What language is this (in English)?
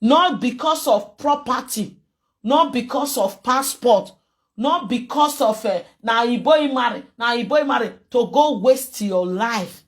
Nigerian Pidgin